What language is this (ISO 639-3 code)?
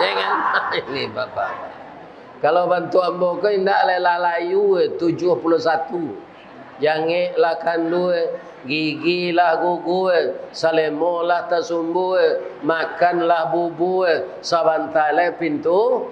min